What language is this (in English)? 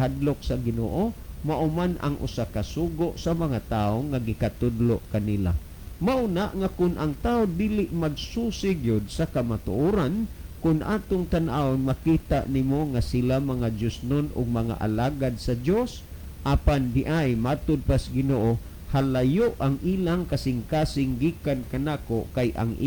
Cebuano